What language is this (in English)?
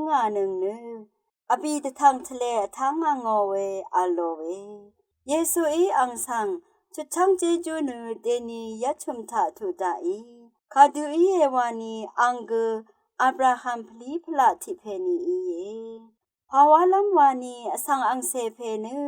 Rawang